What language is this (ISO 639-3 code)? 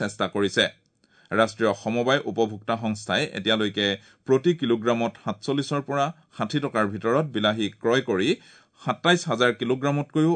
asm